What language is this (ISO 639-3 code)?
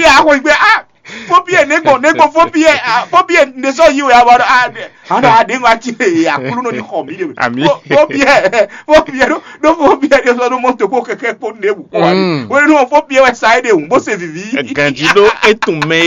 fon